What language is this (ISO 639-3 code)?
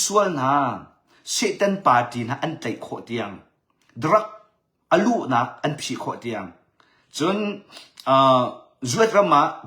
cnh